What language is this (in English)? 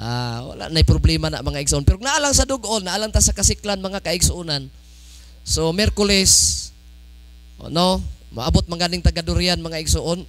Cebuano